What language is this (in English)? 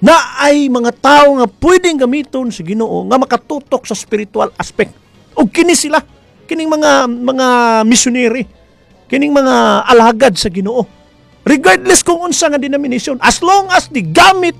Cebuano